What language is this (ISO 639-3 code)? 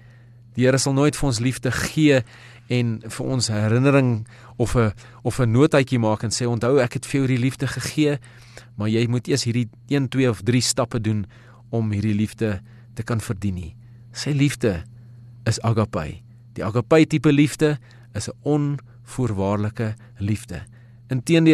afr